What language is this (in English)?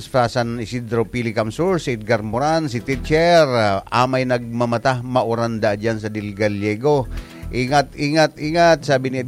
Bikol